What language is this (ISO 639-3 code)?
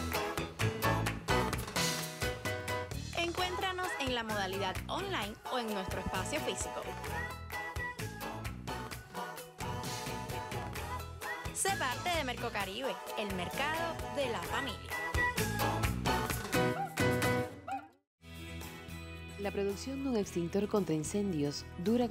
spa